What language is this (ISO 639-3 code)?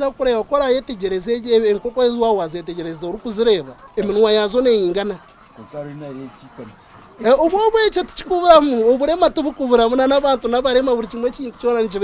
nyn